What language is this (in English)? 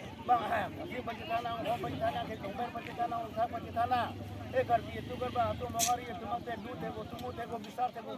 Karbi